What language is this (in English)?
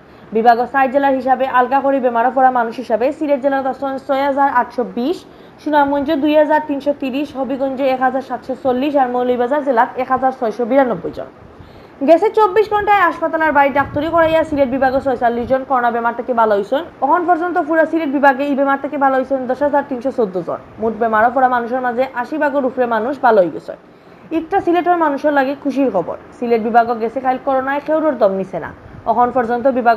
Sylheti